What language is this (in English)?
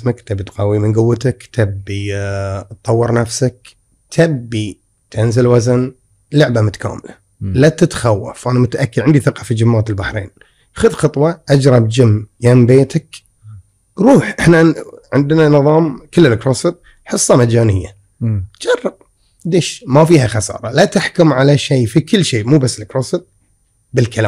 Gulf Arabic